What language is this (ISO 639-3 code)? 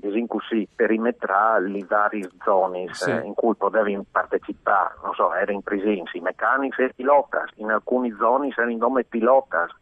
fur